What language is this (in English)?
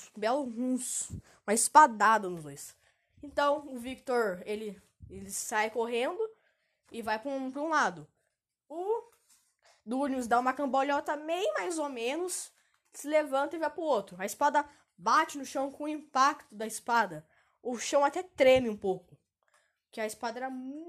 Portuguese